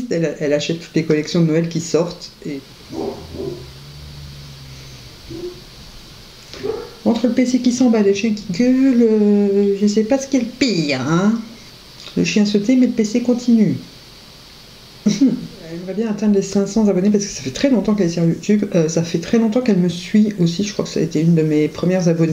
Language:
French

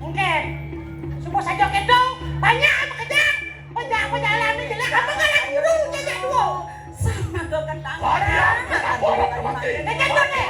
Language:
Balinese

